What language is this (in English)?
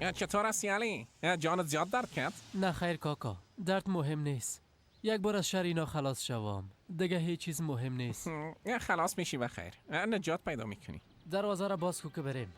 Persian